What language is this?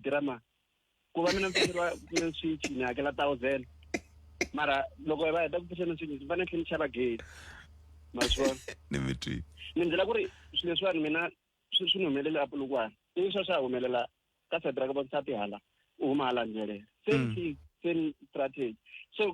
Tsonga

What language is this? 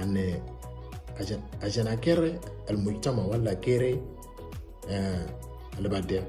Moro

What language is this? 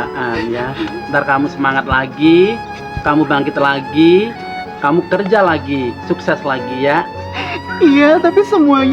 Betawi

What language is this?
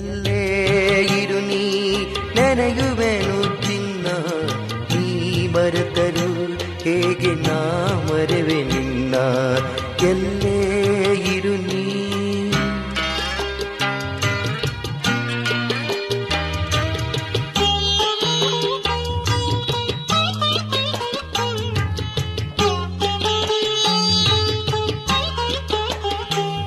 Kannada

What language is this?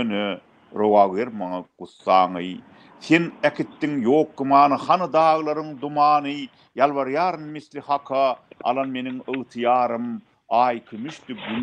Turkmen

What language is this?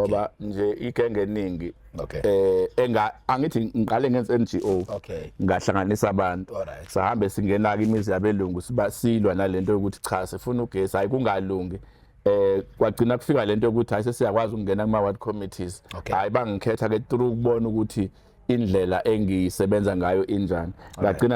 Zulu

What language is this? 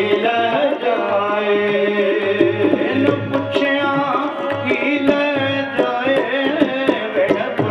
Punjabi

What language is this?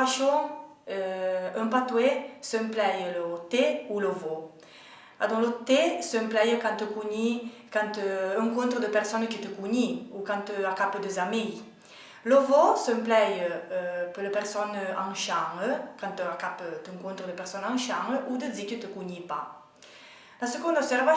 Arpitan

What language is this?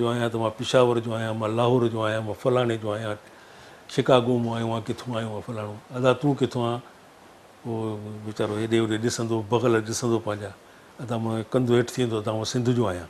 Sindhi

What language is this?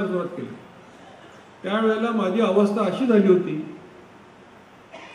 Marathi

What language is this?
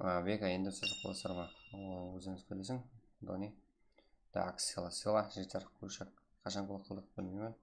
Kara-Kalpak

